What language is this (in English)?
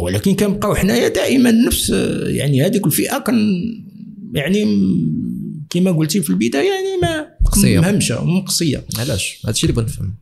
Moroccan Arabic